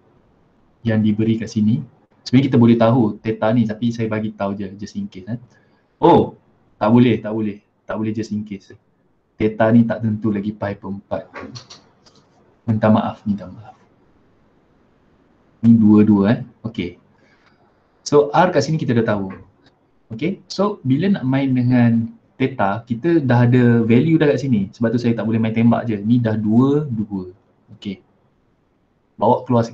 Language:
Malay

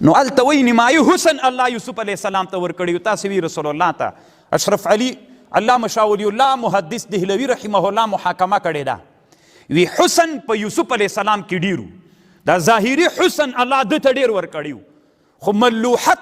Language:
Pashto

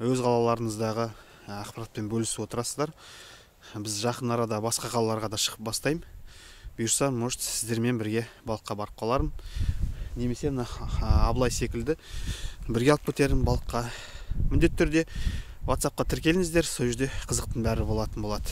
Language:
Kazakh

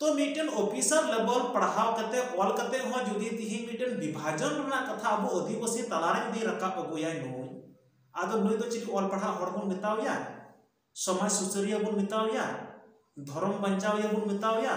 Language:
Santali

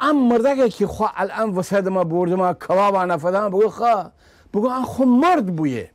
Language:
Gilaki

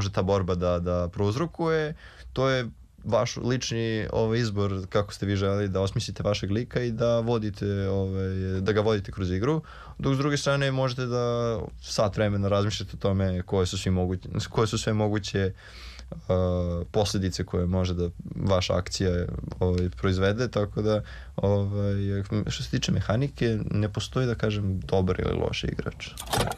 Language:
Serbian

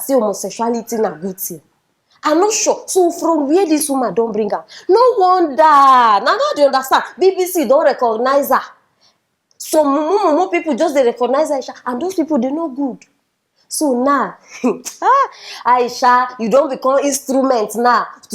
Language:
Nigerian Pidgin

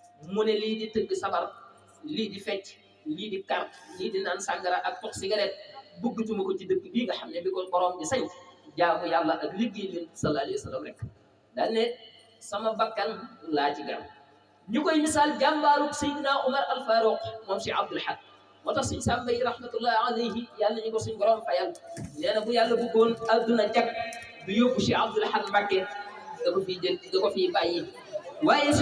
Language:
Wolof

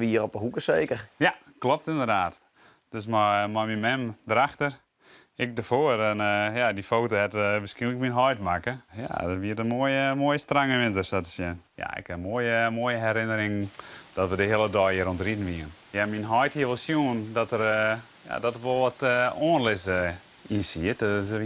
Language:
Western Frisian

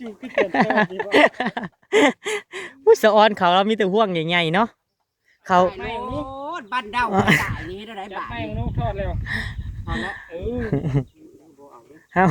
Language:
Northeastern Thai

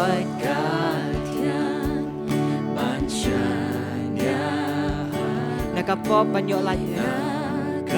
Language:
Khasi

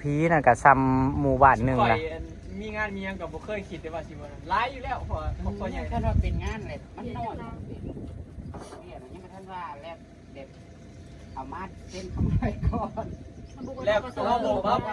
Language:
Northeastern Thai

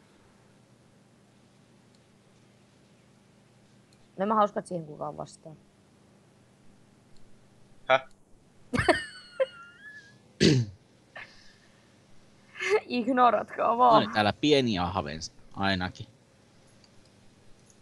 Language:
Finnish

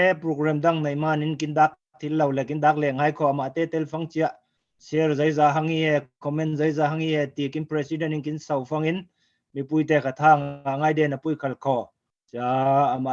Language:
Falam Chin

